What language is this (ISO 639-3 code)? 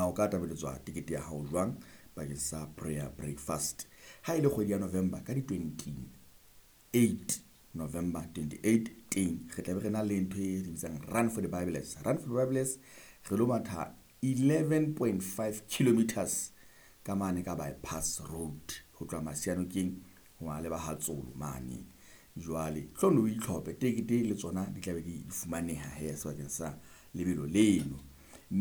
sot